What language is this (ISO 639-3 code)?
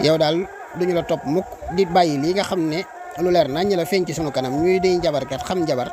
wol